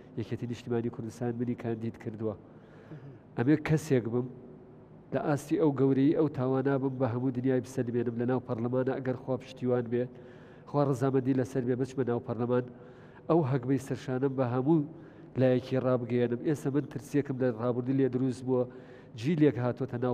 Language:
Central Kurdish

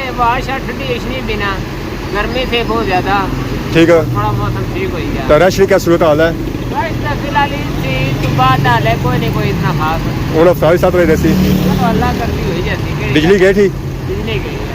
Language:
Pahari-Potwari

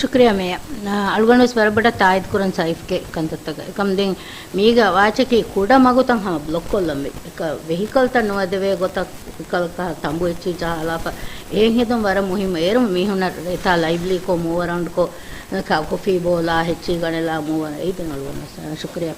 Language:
Divehi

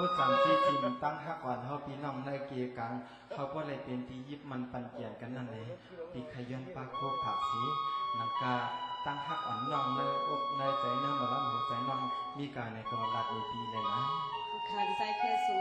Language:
Shan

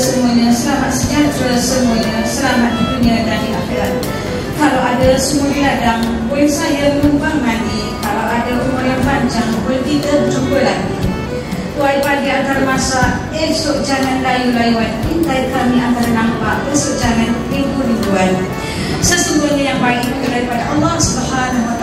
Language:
Malay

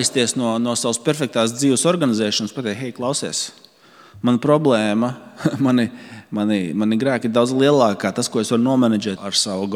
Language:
Latvian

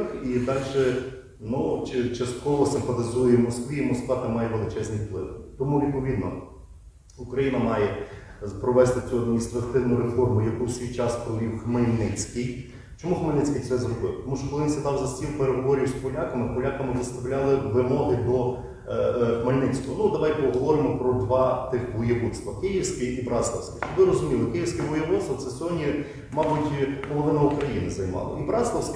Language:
Ukrainian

